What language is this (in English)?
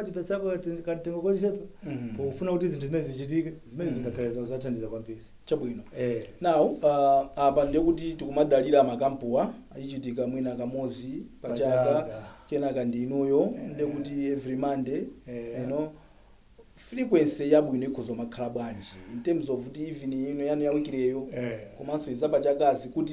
Nyanja